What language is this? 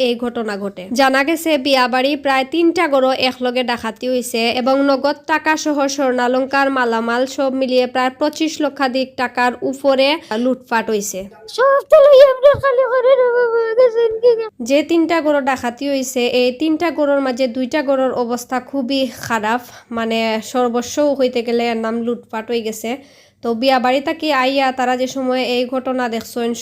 Sylheti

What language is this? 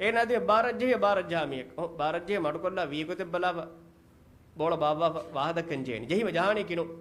Divehi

